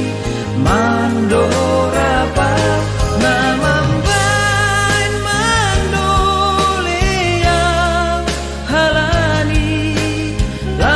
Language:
Batak Simalungun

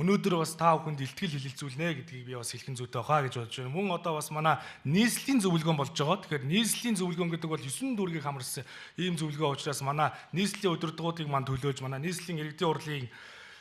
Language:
Mongolian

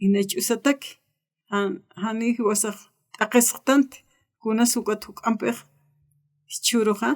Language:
Aymara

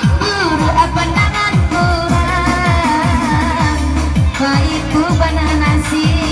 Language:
Minangkabau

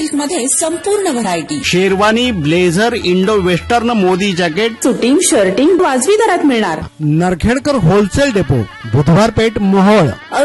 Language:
Marathi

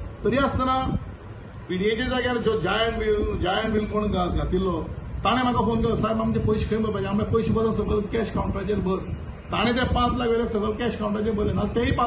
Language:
Konkani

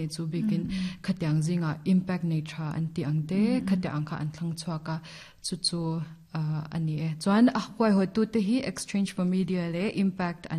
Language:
Mizo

